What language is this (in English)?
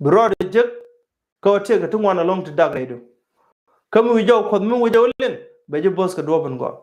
Nuer